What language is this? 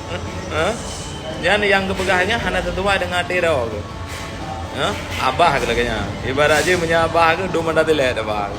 Achinese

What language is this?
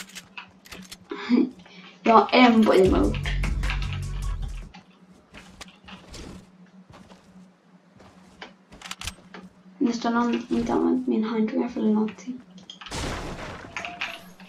Swedish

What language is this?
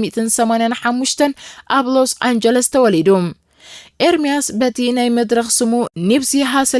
Tigrinya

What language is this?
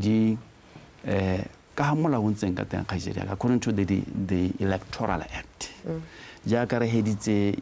Tswana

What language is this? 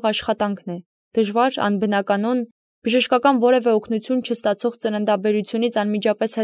Armenian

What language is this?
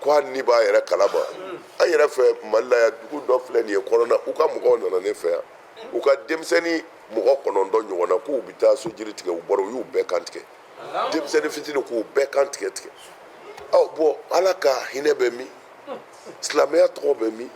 Bambara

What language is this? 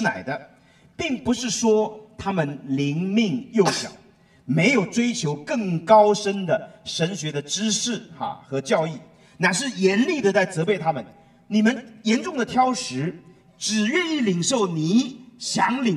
Chinese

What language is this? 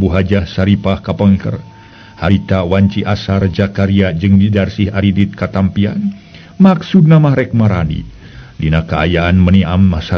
Sundanese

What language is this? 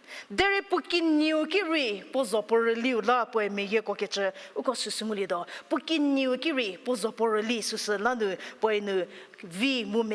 Angami Naga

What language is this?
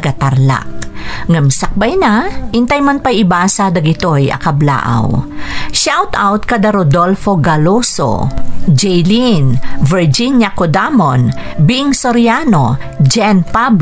Iloko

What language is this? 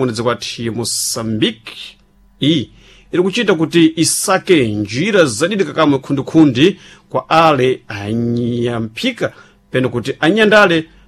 Sena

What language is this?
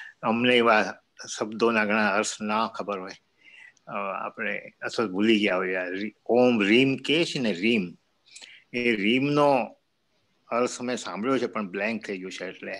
Gujarati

